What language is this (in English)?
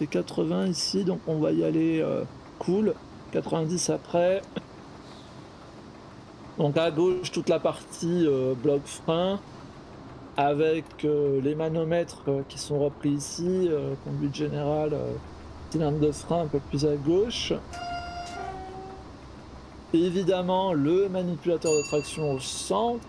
French